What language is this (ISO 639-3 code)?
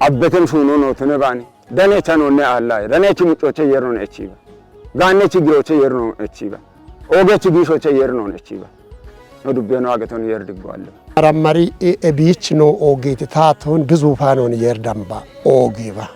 kbr